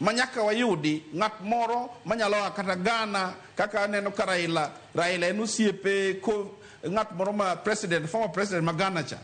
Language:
Luo (Kenya and Tanzania)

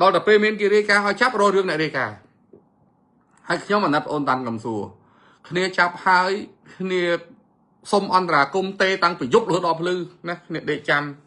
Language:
Khmer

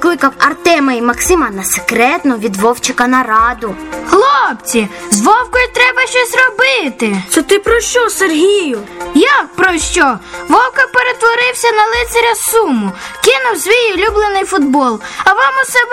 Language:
Ukrainian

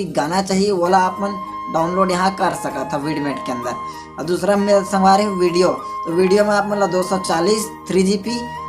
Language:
Chhattisgarhi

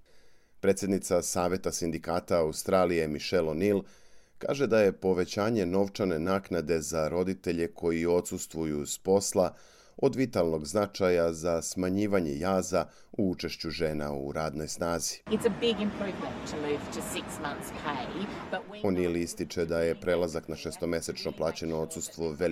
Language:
Serbian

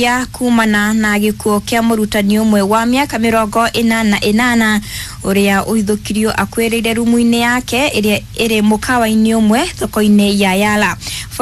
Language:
Kikuyu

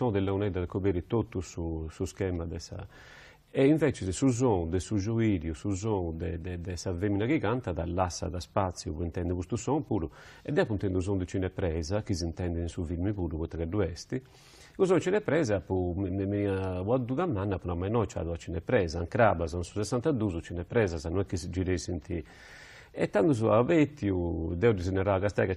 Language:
Sardinian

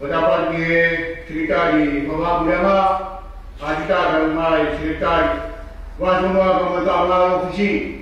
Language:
Tongan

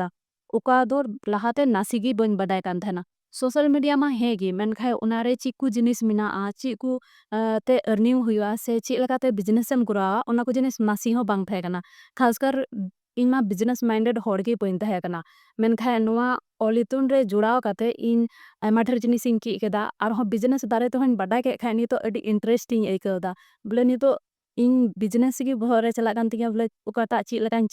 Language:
Santali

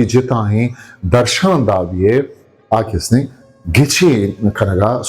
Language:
Eastern Balochi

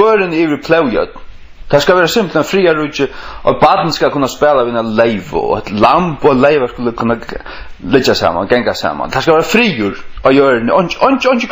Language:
Faroese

